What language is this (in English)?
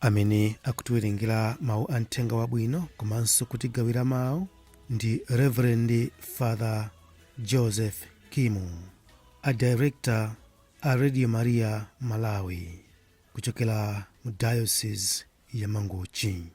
Nyanja